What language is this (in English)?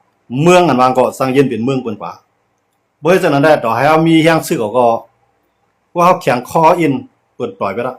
Shan